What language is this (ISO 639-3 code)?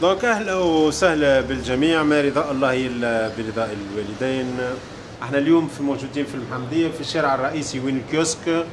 aeb